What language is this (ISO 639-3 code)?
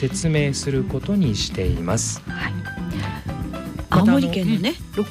jpn